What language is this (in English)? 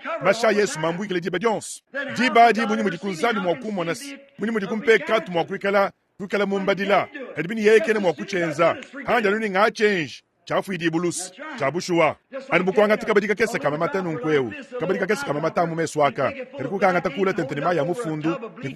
Luba-Lulua